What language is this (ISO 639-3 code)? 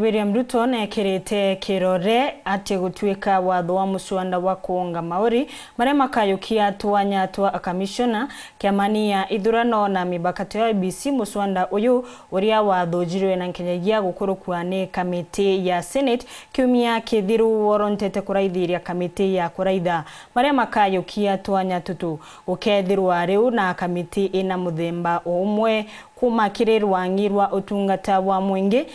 mer